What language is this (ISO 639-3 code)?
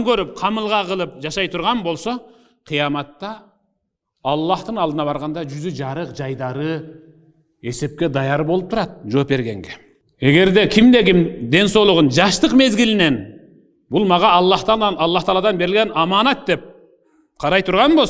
kir